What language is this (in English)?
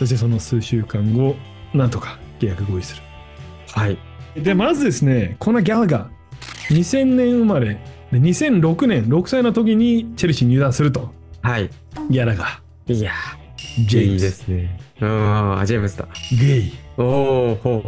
Japanese